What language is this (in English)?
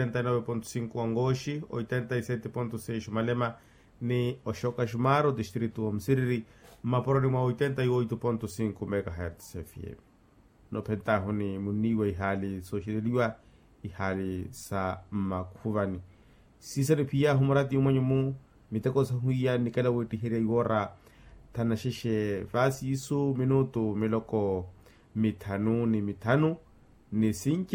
Makhuwa